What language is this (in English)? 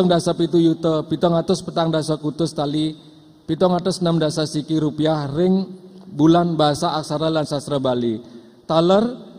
Balinese